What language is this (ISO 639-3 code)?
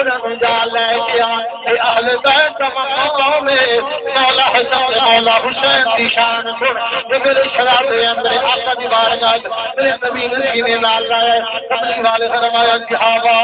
skr